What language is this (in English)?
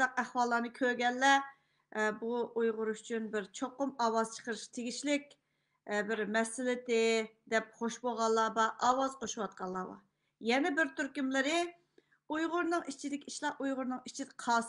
Uyghur